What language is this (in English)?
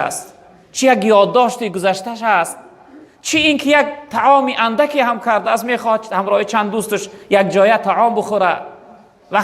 Tajik